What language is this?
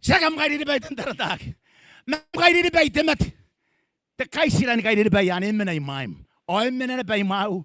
Gilbertese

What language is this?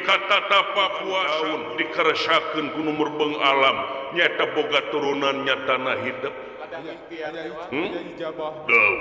Sundanese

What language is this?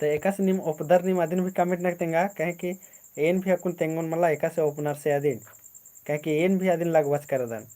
Kurukh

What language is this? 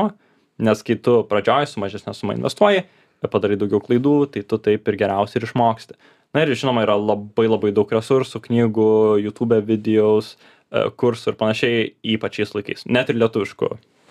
Lithuanian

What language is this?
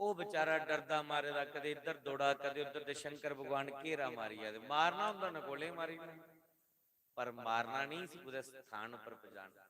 Dogri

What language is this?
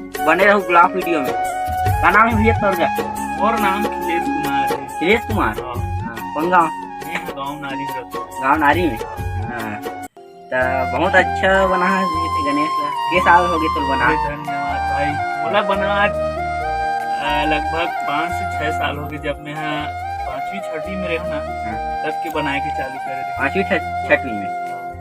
Chhattisgarhi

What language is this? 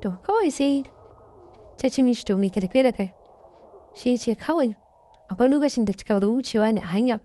Hausa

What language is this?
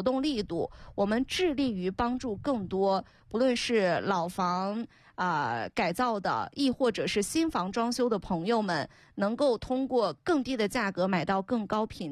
Chinese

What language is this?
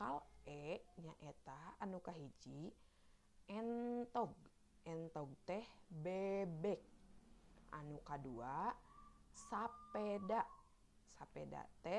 Sundanese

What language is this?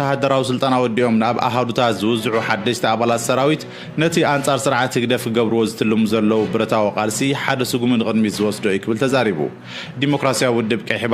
Tigrinya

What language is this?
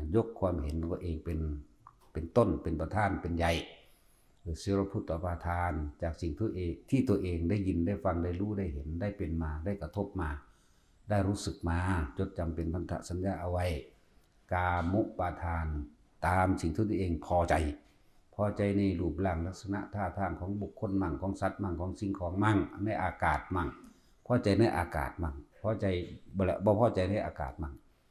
Northeastern Thai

